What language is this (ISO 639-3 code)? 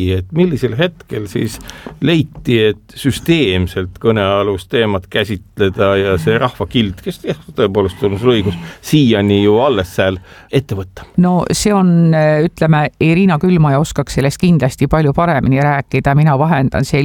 est